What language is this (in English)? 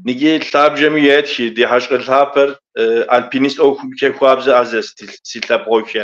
Kabardian